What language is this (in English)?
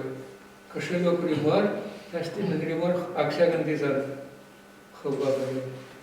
Chuvash